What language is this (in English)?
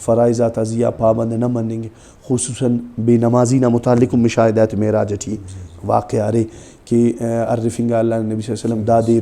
Brahui